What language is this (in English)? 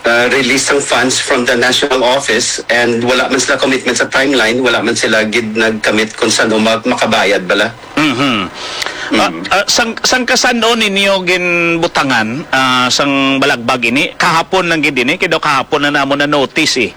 Hiligaynon